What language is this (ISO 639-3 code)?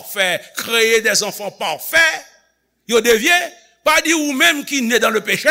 hat